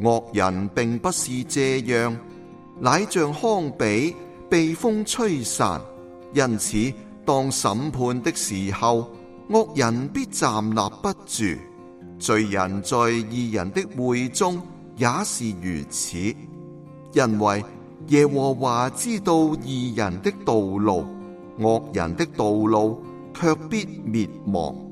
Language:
Cantonese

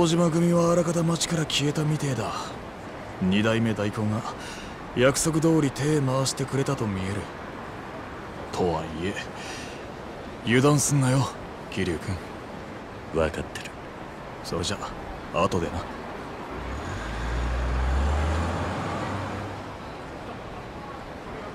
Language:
Japanese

